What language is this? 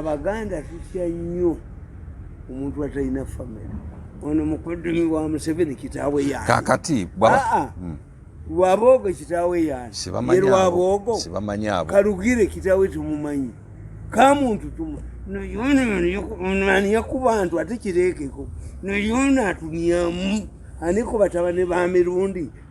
Ganda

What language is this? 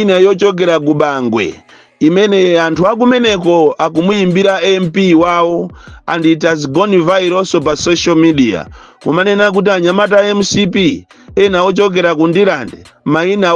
Nyanja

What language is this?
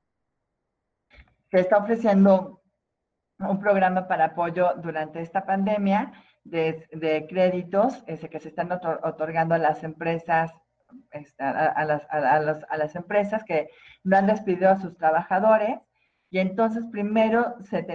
Spanish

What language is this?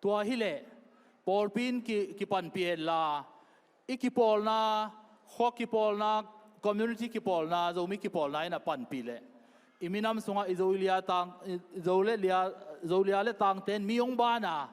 Tedim Chin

